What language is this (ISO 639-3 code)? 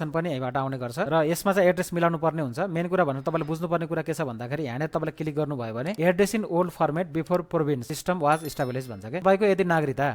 nep